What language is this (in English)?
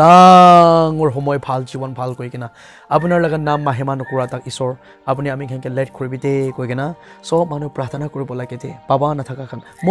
Naga Pidgin